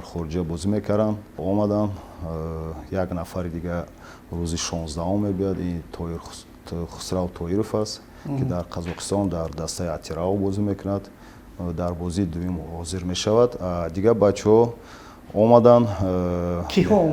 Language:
Tajik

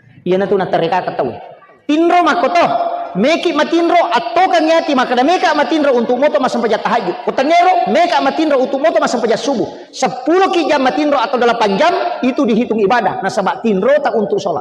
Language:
Buginese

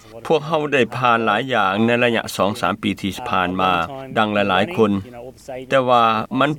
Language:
Lao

